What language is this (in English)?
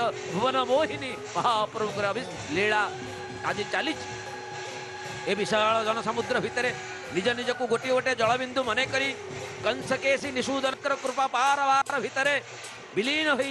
Odia